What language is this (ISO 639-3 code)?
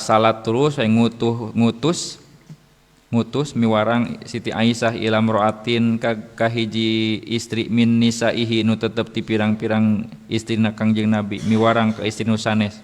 sun